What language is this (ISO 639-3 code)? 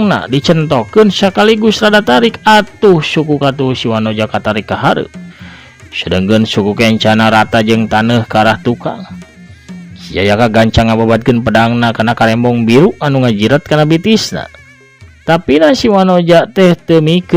sun